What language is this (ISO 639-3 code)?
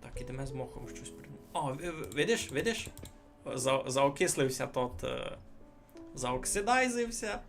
rue